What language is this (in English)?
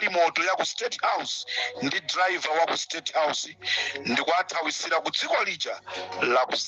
Nyanja